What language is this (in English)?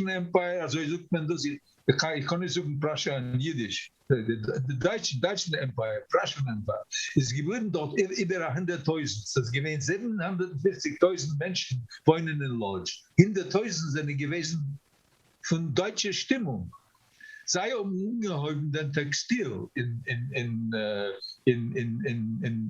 Yiddish